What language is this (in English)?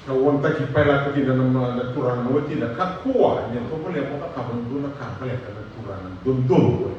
Fijian